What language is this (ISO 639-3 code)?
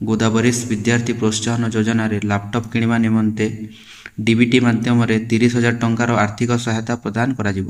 ori